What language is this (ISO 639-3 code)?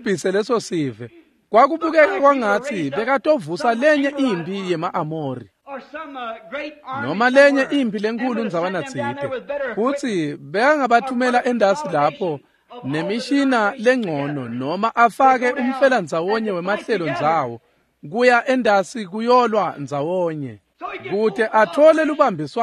ssw